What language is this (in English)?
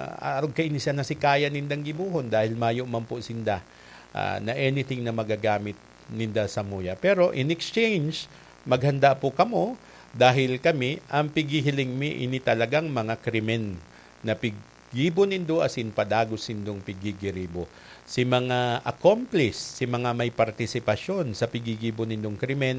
Bikol